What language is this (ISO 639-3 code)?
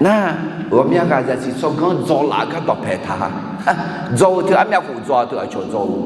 ahk